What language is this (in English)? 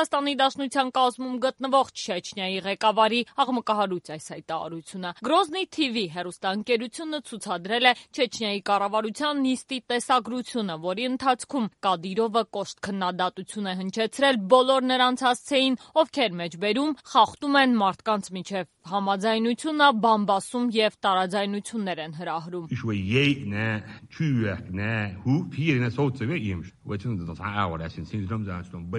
Armenian